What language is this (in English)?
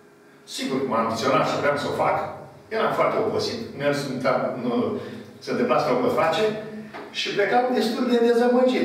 Romanian